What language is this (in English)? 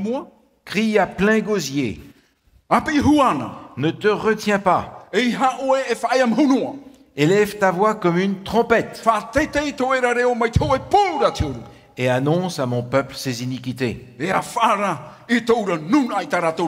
Tahitian